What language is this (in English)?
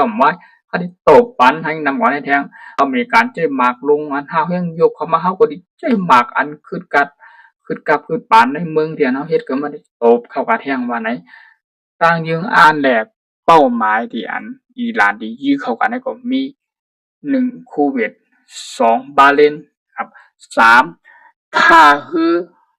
Shan